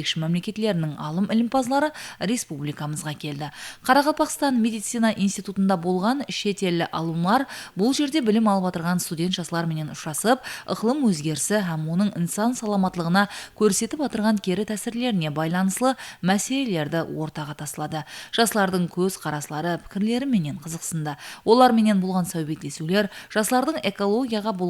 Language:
Kara-Kalpak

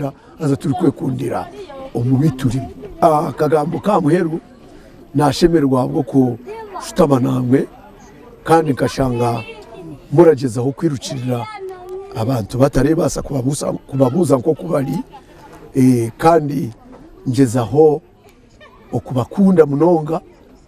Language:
Nyankole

